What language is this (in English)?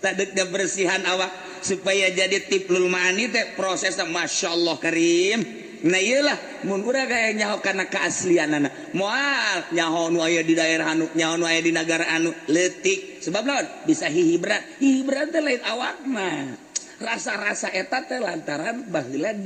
Sundanese